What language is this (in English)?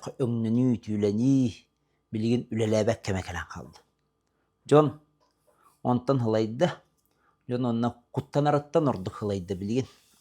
Yakut